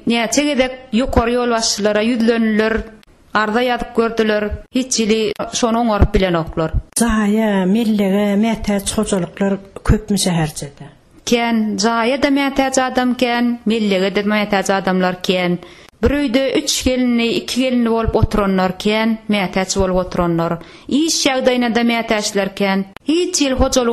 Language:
Turkmen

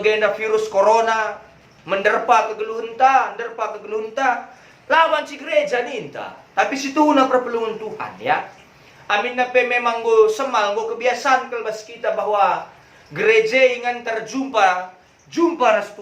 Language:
Batak Karo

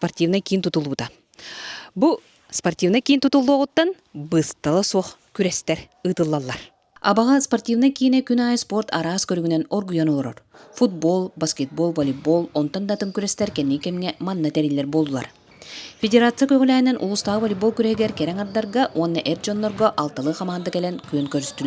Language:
Yakut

